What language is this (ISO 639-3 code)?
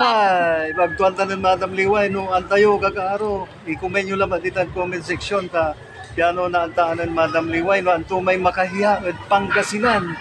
pag